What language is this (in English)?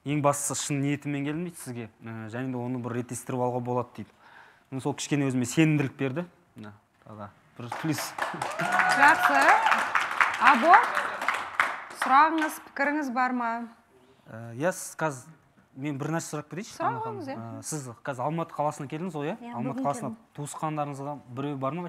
Kazakh